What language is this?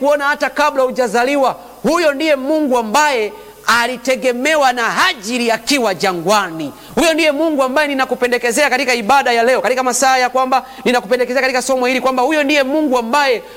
Swahili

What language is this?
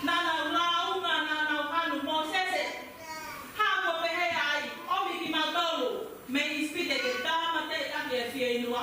Tongan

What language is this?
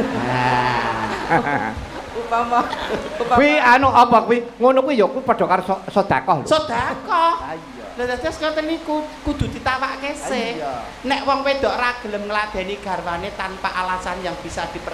Javanese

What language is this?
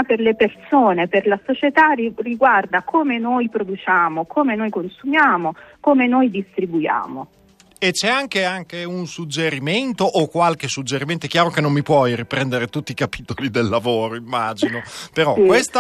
Italian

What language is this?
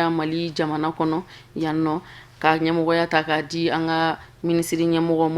Bambara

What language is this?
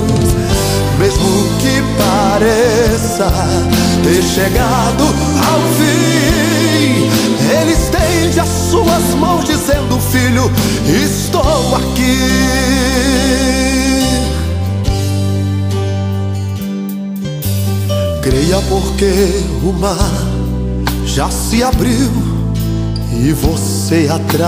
Portuguese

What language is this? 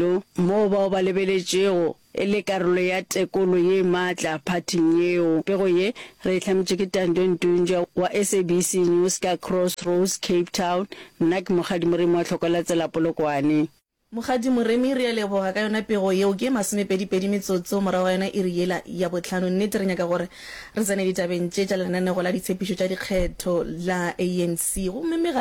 Northern Sotho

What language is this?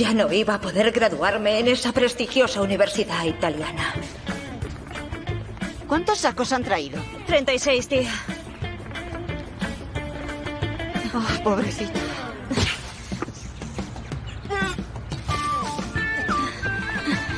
Spanish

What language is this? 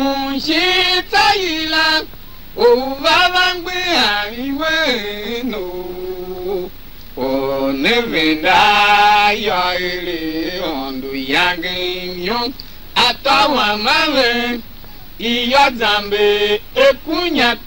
Tiv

